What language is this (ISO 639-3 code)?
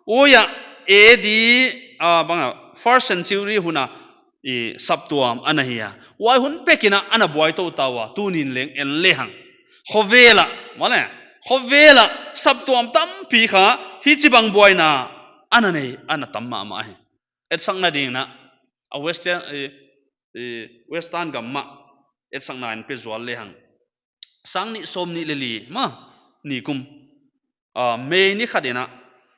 pck